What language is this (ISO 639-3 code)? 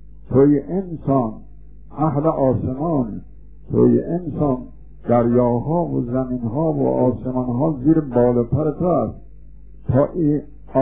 fas